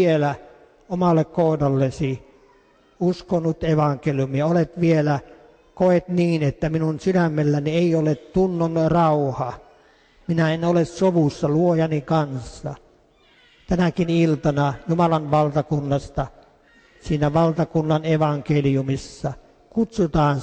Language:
Finnish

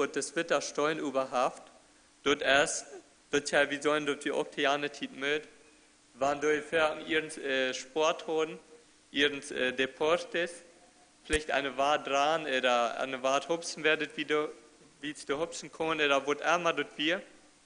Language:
Plautdietsch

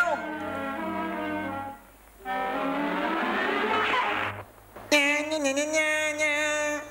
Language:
Dutch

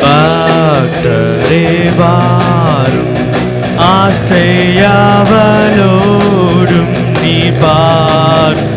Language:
Iban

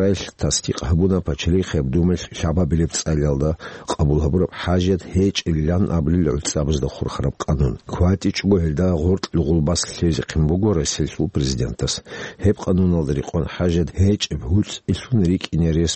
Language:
Avaric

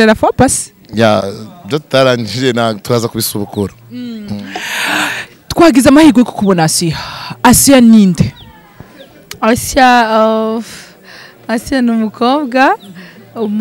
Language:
Kinyarwanda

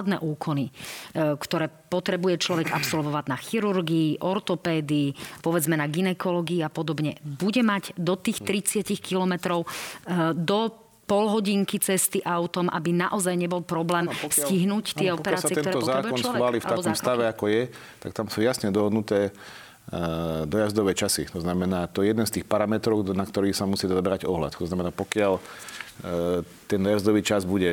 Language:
Slovak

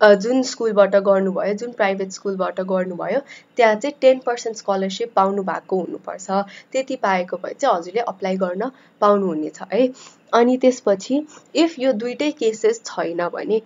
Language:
Nepali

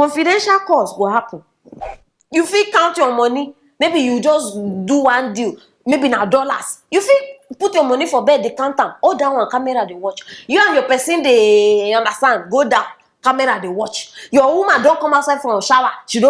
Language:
Nigerian Pidgin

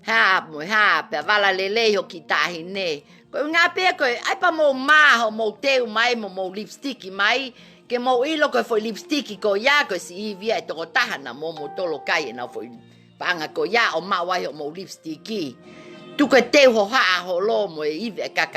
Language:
Tongan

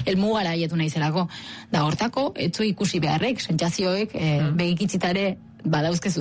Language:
Basque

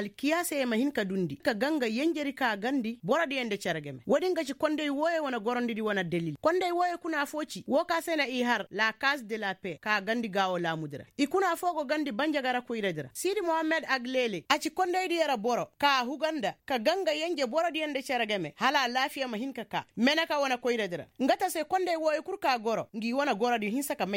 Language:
Koyraboro Senni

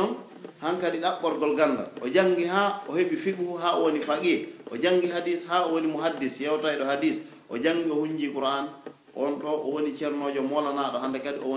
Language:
Pular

